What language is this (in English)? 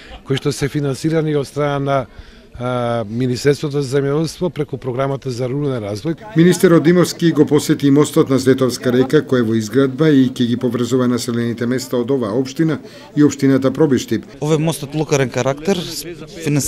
Macedonian